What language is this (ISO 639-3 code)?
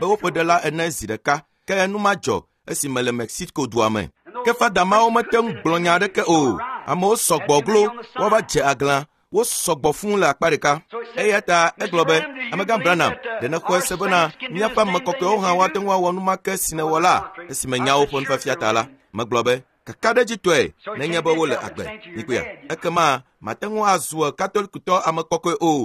ewe